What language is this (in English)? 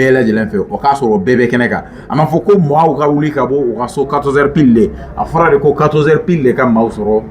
Bambara